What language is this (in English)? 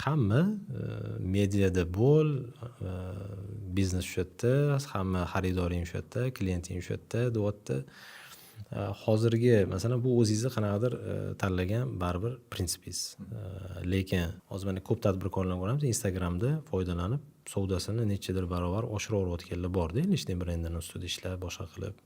Uzbek